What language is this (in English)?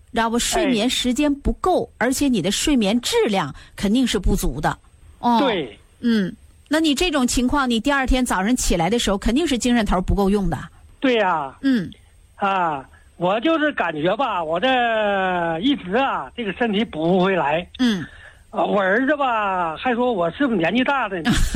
Chinese